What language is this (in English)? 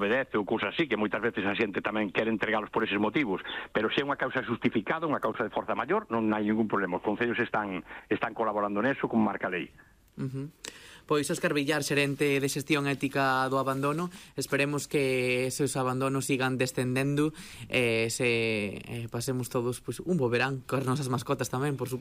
Galician